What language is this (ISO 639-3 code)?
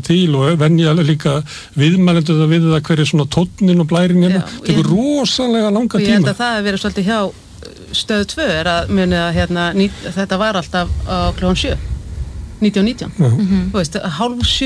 isl